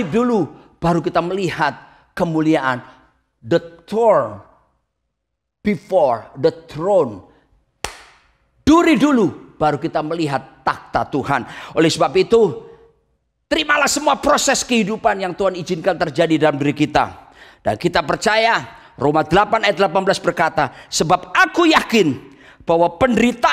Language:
Indonesian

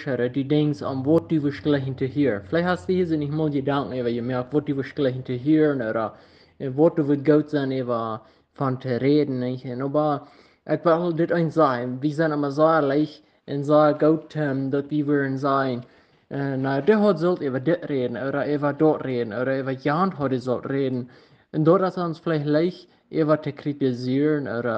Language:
Plautdietsch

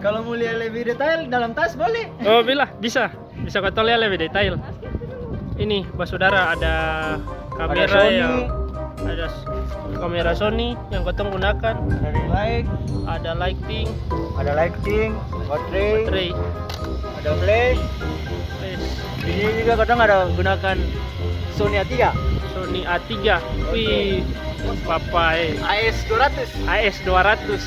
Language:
Ambonese Malay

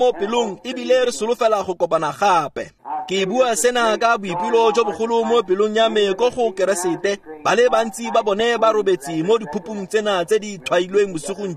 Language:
Tswana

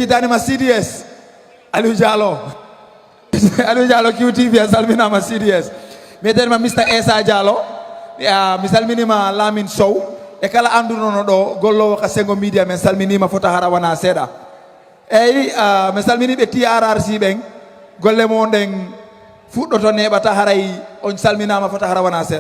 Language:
Fula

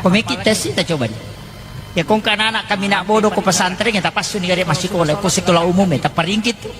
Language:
Buginese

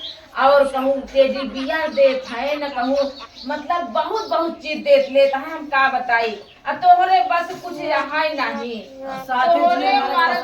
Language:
Awadhi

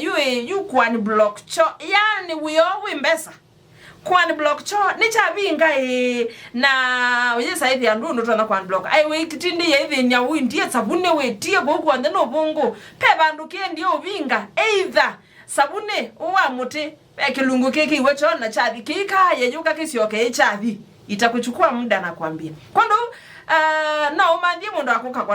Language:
Kamba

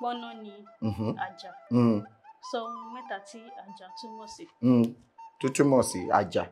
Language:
Yoruba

